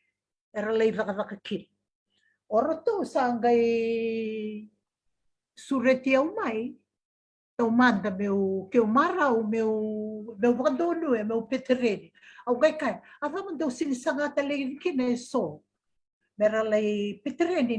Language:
Fijian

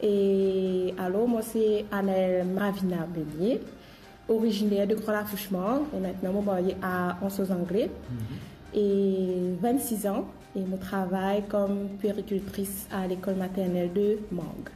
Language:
Morisyen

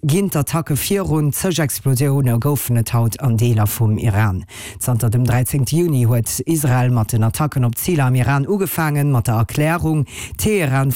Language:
Luxembourgish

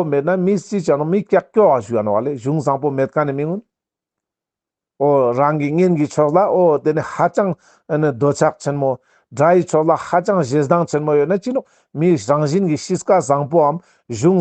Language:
Ladakhi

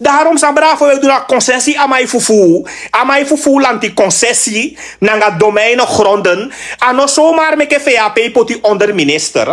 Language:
Sranan Tongo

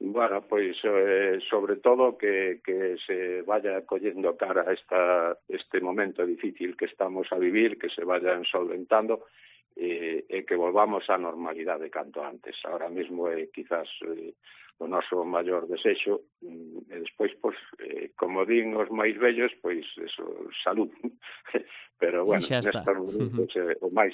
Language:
Galician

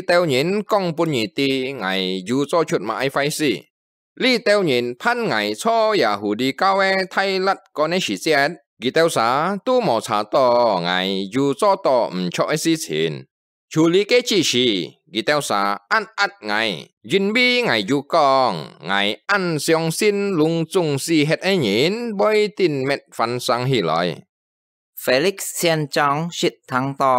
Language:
Hakka Chinese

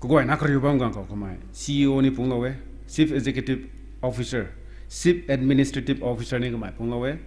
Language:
Rongmei Naga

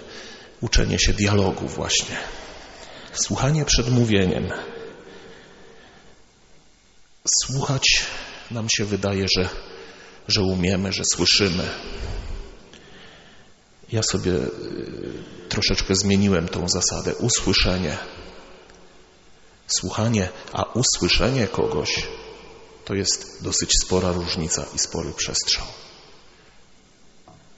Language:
Polish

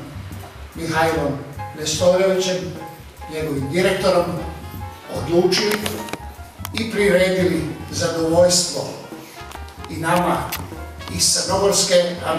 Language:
Serbian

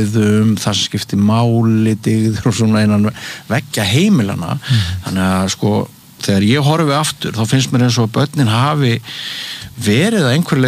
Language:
Icelandic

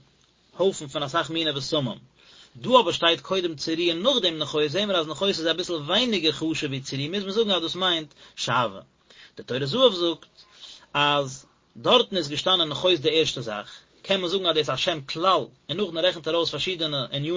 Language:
Yiddish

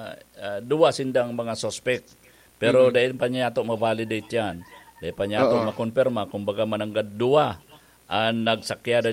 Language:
Bikol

